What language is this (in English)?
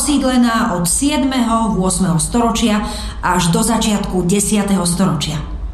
Slovak